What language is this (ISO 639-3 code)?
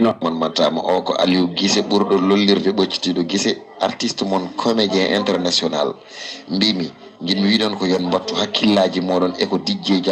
ful